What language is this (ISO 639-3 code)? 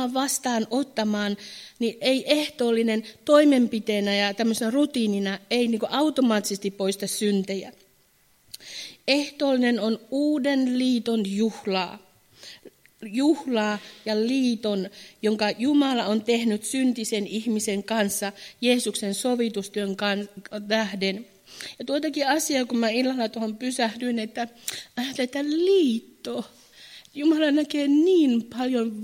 fin